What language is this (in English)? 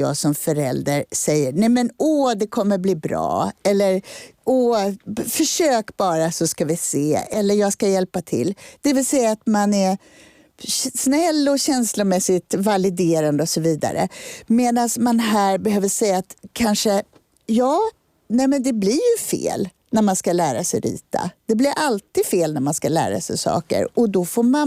Swedish